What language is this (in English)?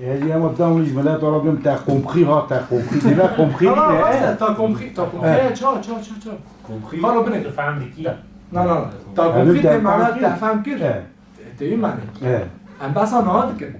Kurdish